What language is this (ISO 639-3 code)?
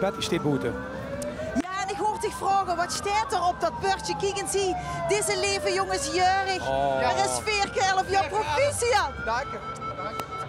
lim